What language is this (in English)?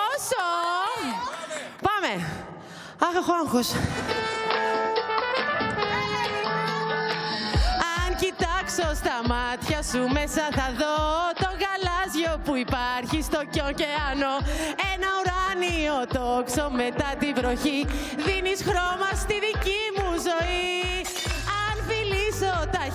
Greek